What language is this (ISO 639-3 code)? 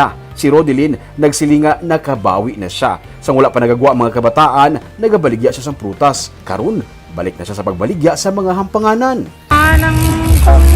hil